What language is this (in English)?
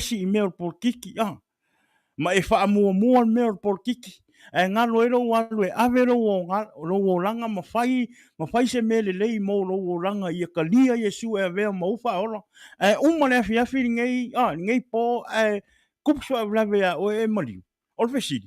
Samoan